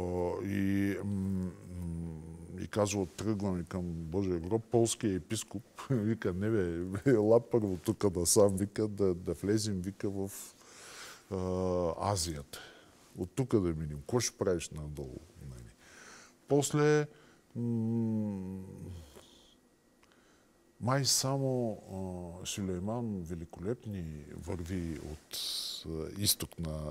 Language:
Bulgarian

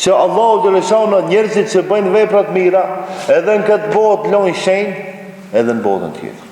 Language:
Albanian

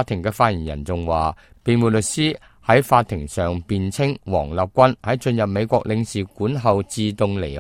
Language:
Cantonese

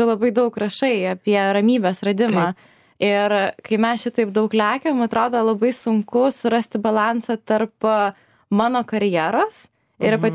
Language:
Lithuanian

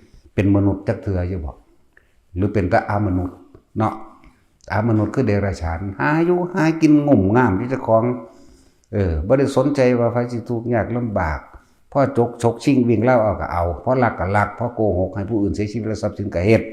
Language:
Northeastern Thai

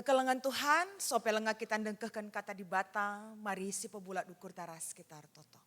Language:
Batak Karo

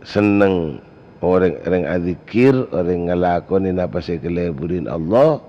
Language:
Madurese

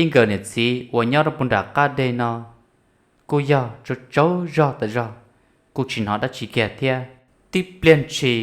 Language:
Hmong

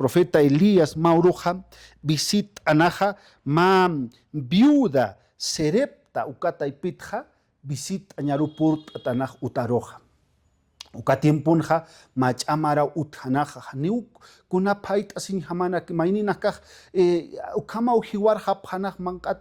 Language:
Aymara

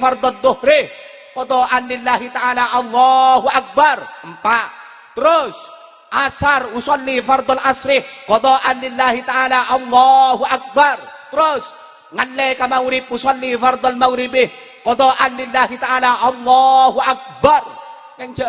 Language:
Madurese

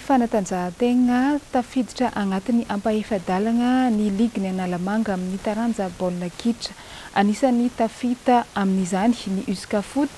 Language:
Malagasy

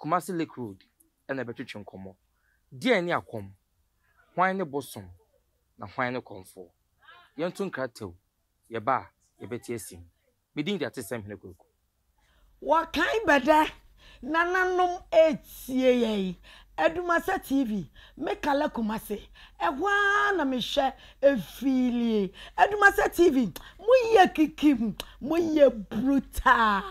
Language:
Akan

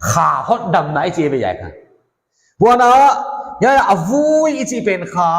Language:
Paite Chin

